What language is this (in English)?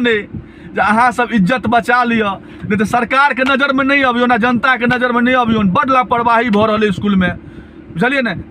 Maithili